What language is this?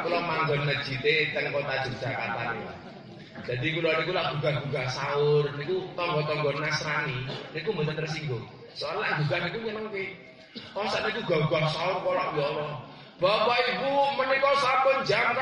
Javanese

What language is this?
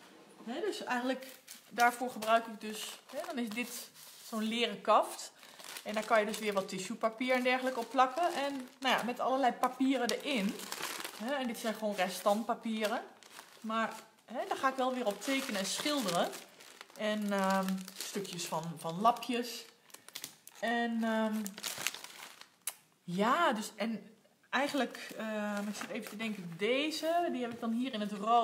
Dutch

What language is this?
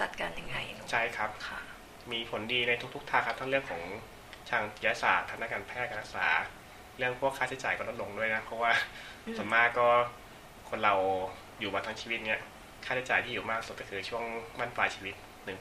Thai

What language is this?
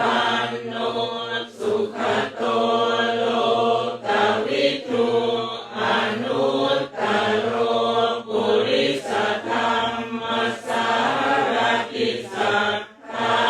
Pali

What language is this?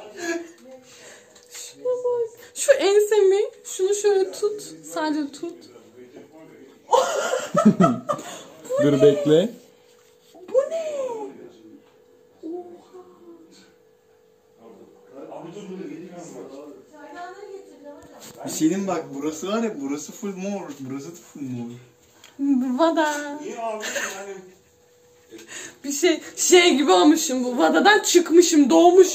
Turkish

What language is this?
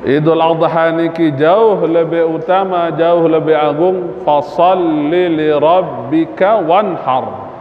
Sasak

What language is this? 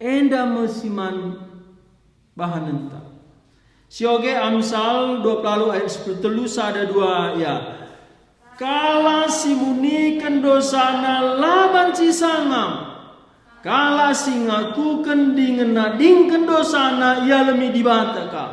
Batak Karo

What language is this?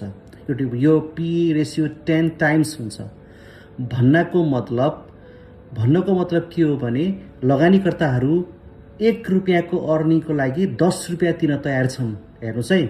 Nepali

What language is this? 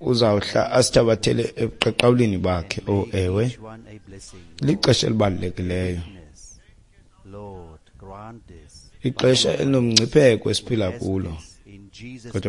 Xhosa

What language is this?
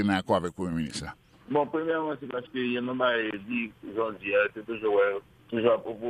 Haitian Creole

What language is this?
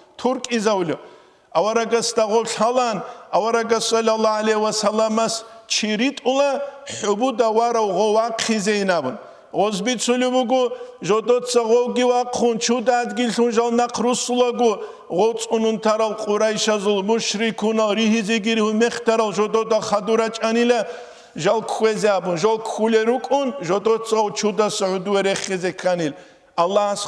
Avaric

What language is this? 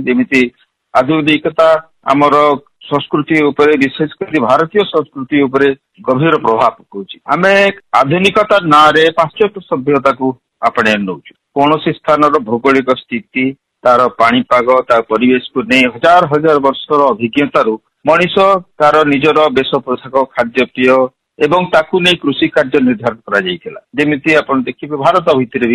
Odia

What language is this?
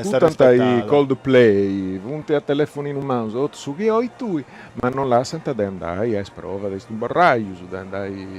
Sardinian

